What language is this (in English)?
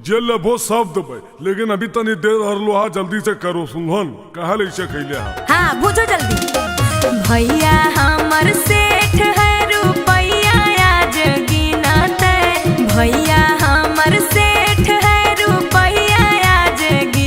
Magahi